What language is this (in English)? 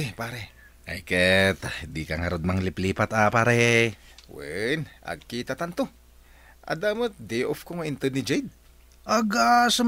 Iloko